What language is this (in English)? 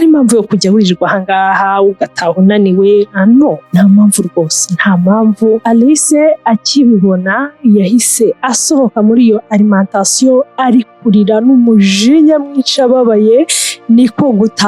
Kinyarwanda